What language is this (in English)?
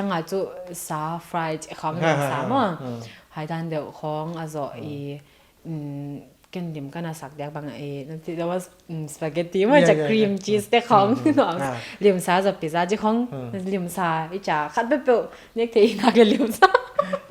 Paite Chin